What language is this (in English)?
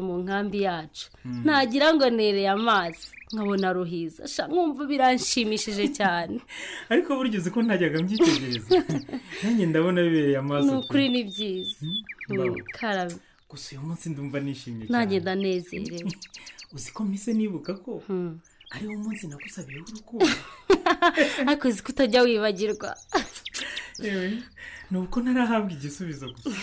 Kinyarwanda